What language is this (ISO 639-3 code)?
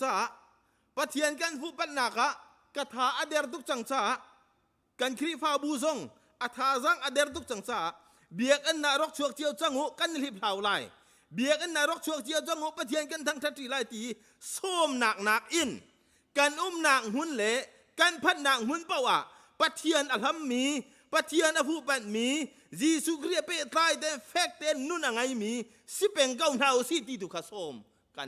cnh